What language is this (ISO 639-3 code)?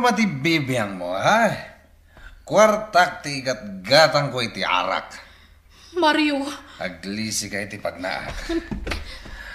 ilo